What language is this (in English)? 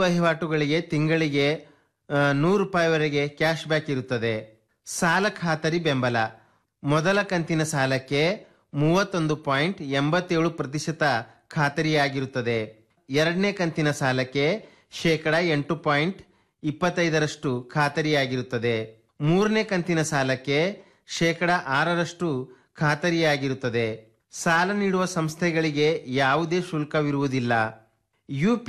Kannada